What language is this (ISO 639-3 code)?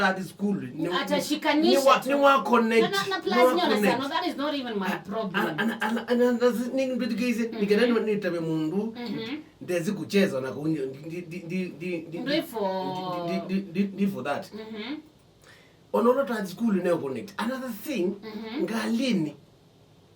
kam